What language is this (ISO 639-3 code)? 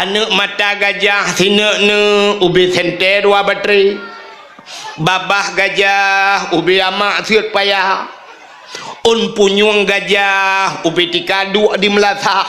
ace